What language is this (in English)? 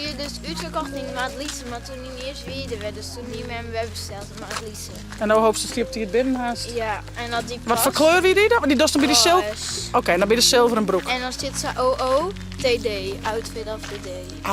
Western Frisian